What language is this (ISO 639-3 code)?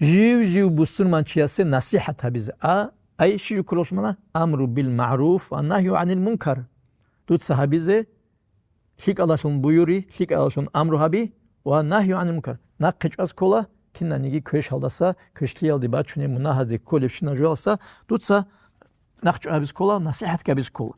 ava